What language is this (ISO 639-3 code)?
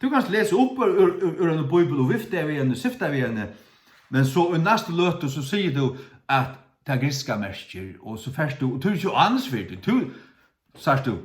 fao